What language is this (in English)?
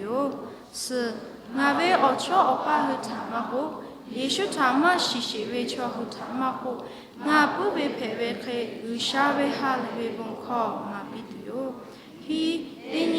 Lahu